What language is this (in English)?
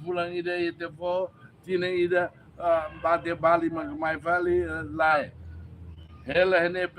Tetum